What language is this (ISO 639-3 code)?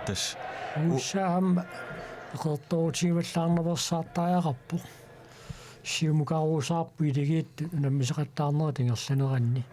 kal